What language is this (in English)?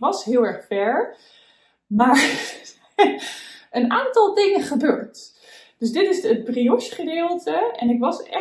Dutch